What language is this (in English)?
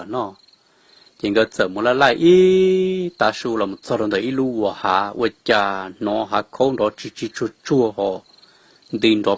Hmong